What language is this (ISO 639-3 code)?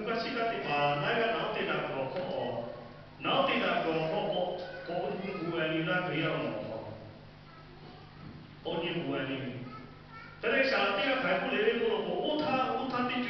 lhu